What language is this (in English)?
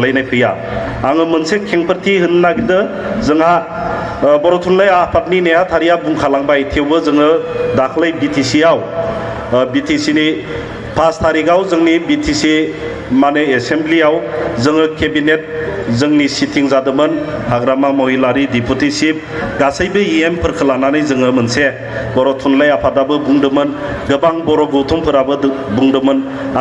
Bodo